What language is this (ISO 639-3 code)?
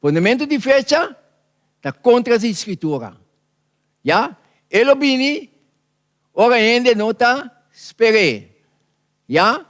pap